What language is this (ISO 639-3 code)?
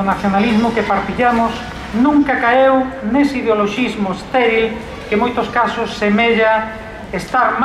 glg